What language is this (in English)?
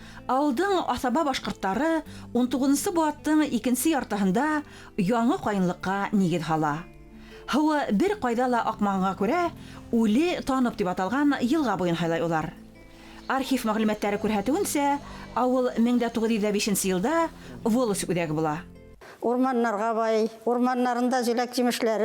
Bashkir